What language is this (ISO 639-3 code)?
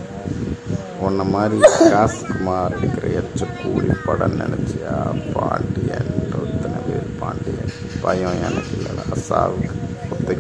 tam